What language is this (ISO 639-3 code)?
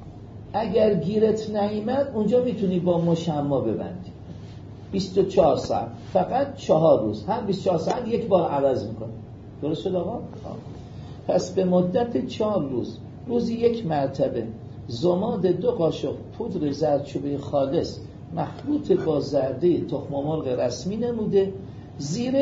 fas